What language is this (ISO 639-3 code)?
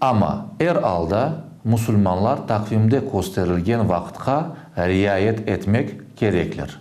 crh